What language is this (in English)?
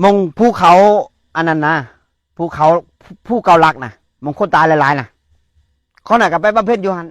Northeastern Thai